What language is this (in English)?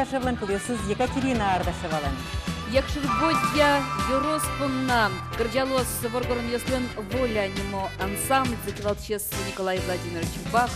Udmurt